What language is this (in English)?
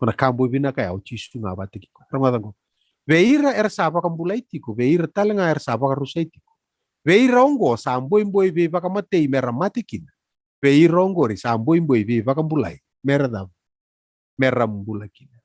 Fijian